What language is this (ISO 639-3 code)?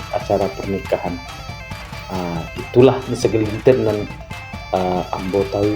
min